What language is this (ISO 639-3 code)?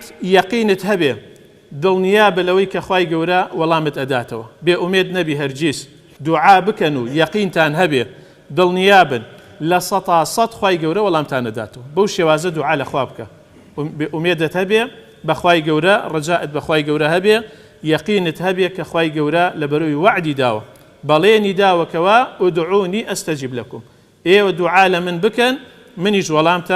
ckb